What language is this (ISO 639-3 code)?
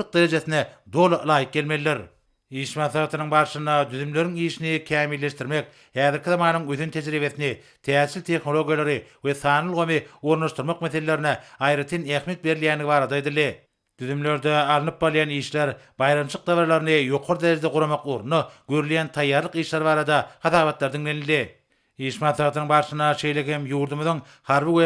tuk